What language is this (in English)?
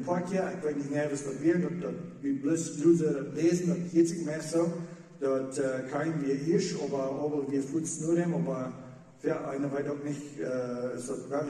Plautdietsch